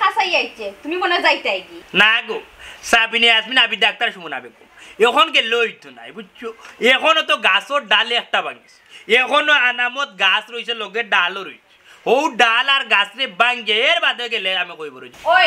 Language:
Sylheti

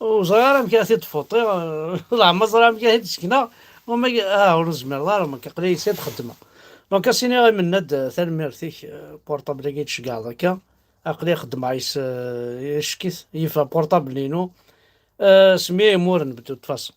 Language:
Kabyle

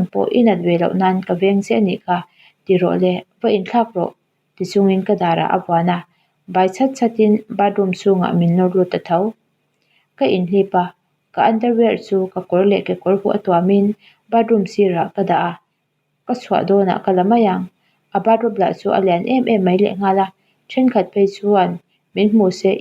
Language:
Mizo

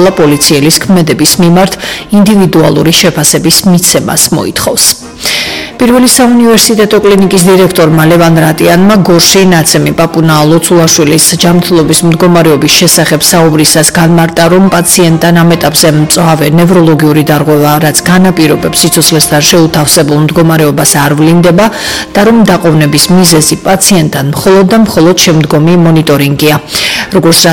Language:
Georgian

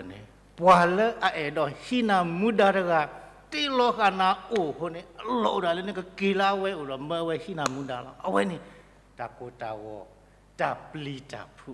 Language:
S'gaw Karen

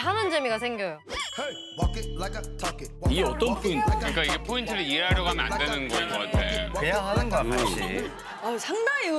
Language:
Korean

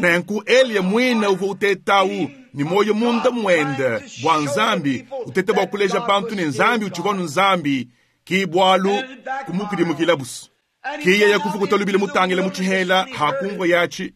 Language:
Luba-Lulua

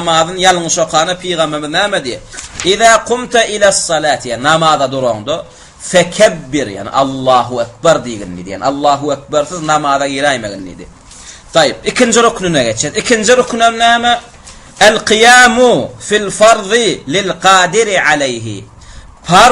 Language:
Turkmen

